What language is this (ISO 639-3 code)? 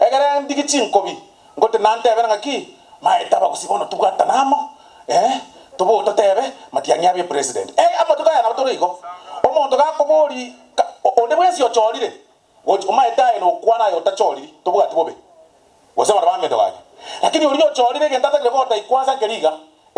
guz